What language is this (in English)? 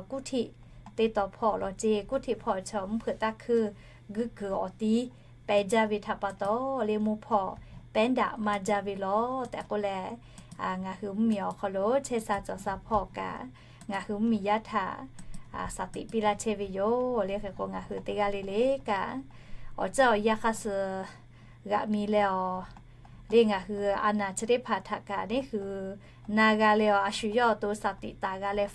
Lahu